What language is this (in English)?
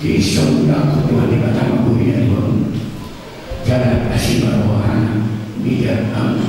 Batak Toba